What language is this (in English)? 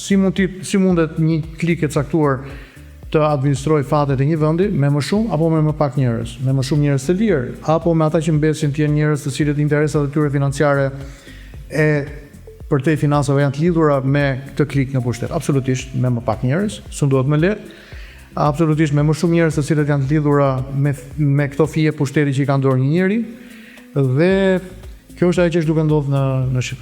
Albanian